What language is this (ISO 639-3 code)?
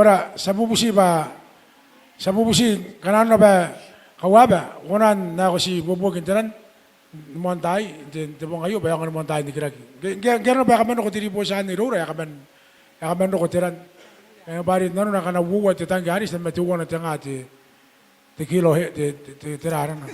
gil